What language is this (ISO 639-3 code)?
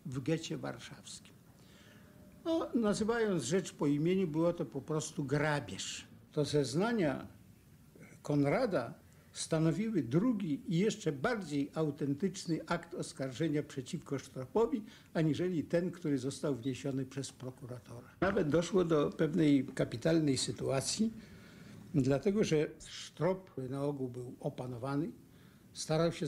pol